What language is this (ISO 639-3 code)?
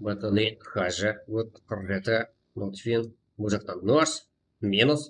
kaa